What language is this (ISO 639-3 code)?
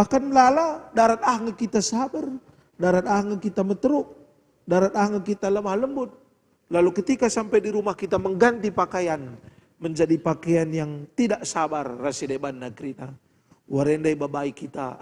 btx